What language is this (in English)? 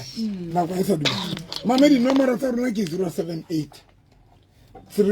Southern Sotho